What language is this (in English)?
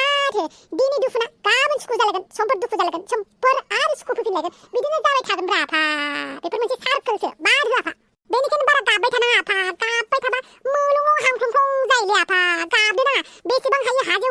Bodo